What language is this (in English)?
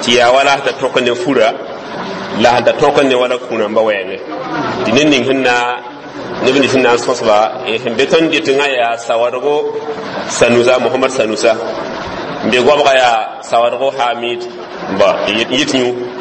Mossi